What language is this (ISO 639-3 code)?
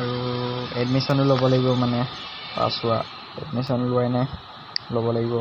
asm